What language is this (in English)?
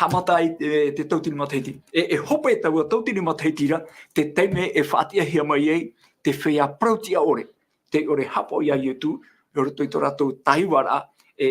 Tahitian